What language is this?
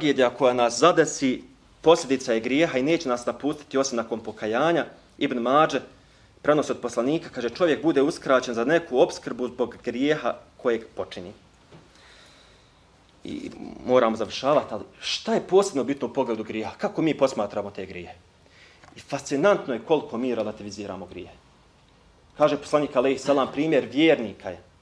Bosnian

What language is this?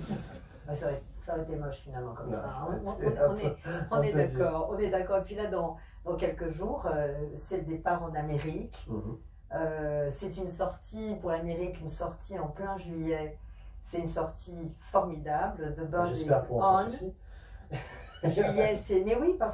French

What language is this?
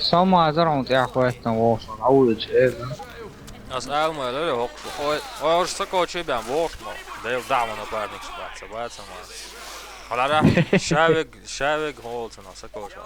Chechen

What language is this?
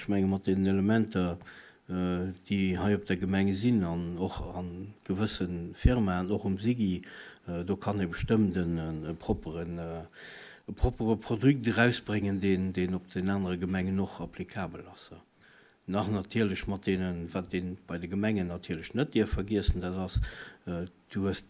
Luxembourgish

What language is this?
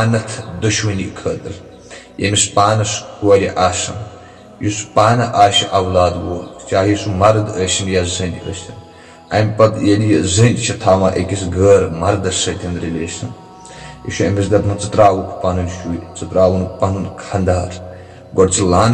Kashmiri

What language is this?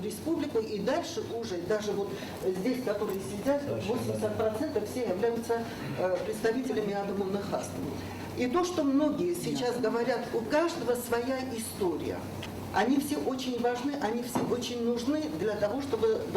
Ossetic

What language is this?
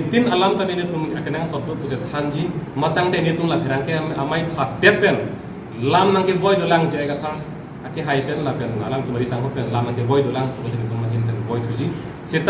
Karbi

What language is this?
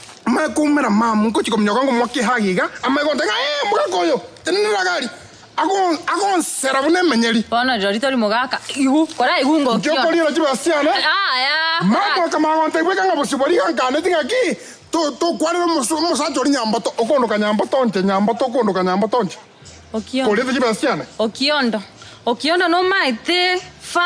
Gusii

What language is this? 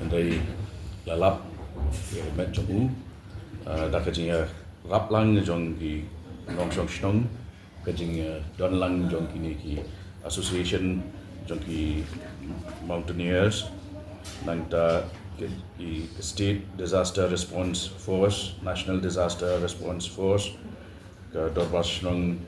Khasi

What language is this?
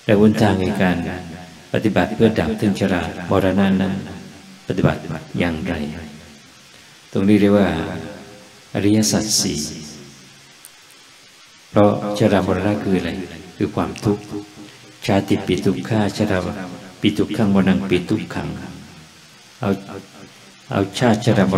Thai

